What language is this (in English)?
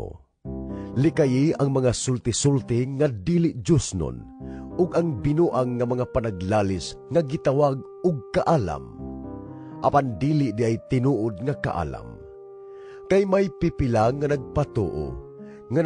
Cebuano